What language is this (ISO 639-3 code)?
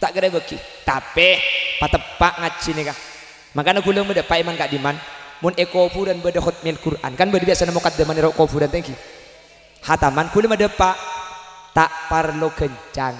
mad